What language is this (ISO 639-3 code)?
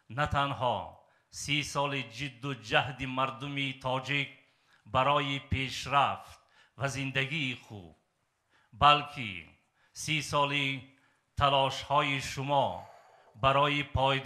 tgk